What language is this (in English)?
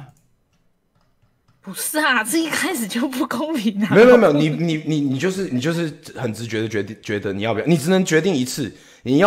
Chinese